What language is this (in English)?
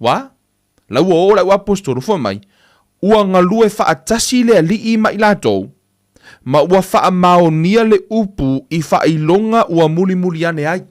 Samoan